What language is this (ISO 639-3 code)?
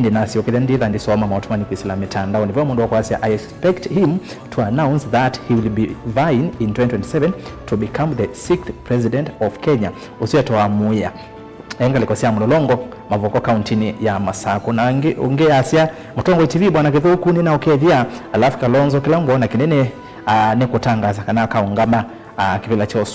kam